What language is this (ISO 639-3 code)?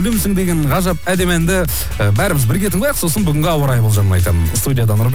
kaz